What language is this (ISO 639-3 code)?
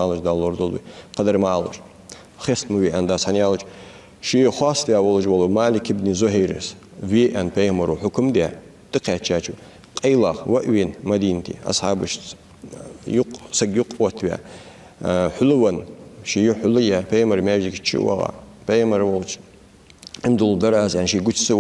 inh